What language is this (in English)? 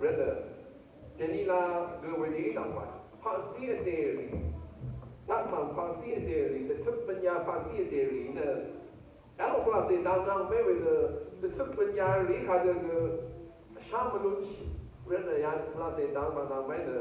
Rawang